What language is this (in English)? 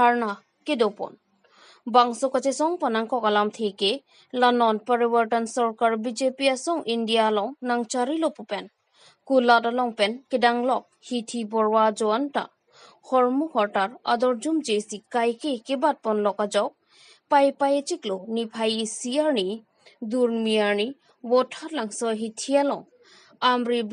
Karbi